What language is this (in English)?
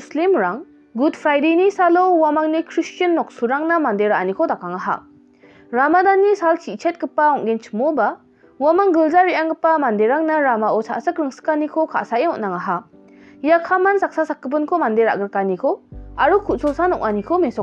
Garo